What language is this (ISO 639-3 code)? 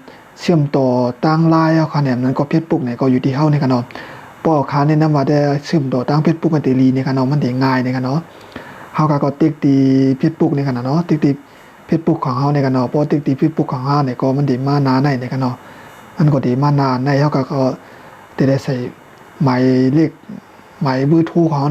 shn